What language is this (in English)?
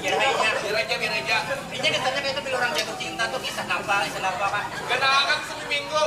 Banjar